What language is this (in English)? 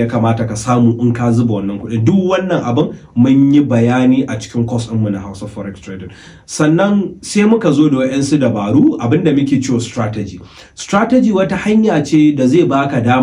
Hausa